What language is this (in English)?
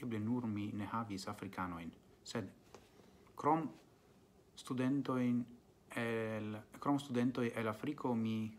Esperanto